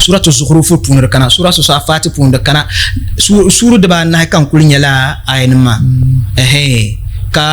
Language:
Dagbani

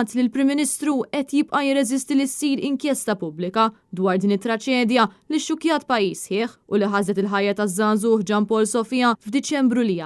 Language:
Maltese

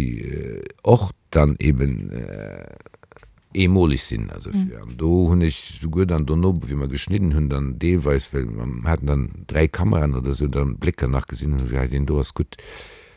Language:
Luxembourgish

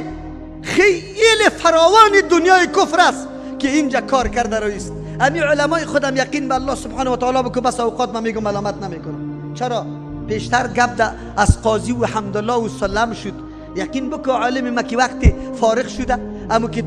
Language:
Persian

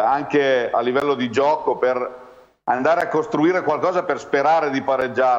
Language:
Italian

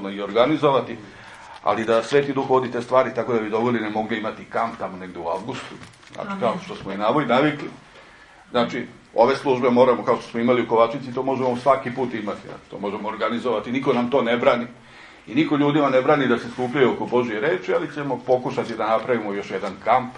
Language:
Serbian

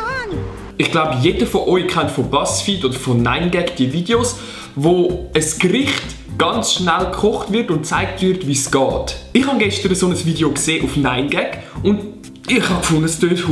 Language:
Swiss German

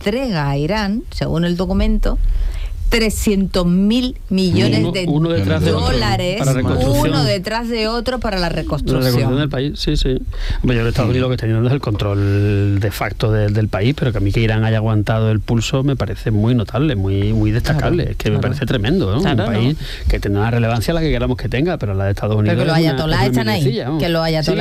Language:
Spanish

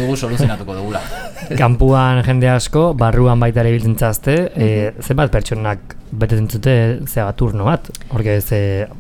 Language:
Basque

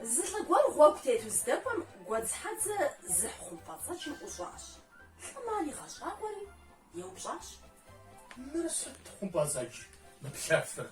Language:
Kabardian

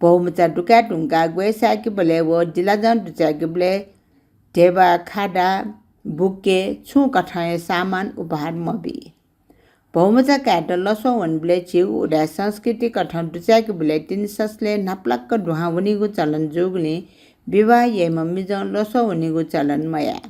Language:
Newari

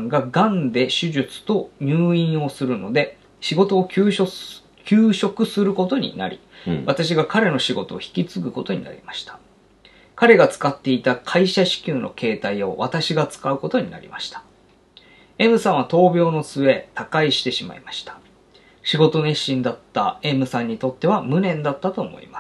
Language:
Japanese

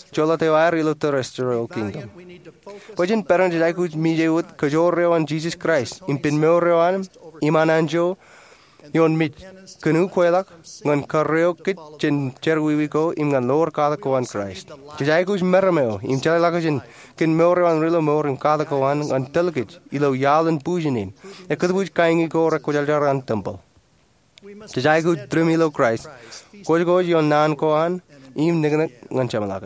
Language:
Marshallese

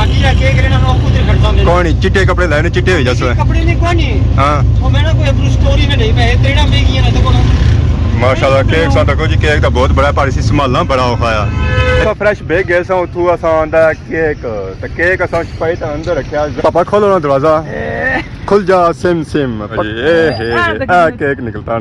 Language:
Pahari-Potwari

